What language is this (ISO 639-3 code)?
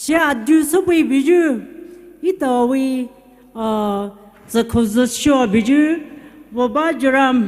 pmx